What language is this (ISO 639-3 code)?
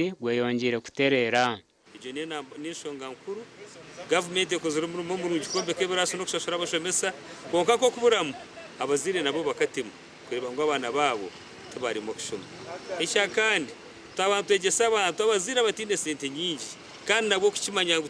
nyn